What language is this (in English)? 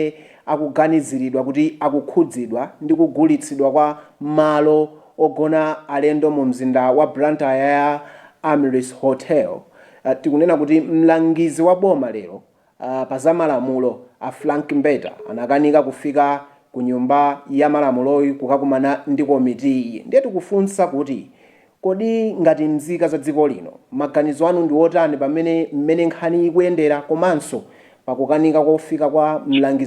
Nyanja